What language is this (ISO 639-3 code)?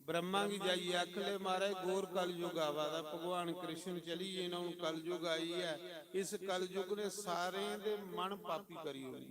doi